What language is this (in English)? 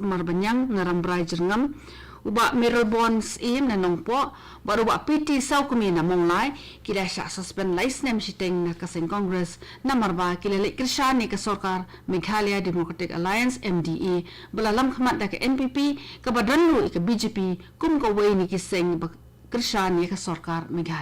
Khasi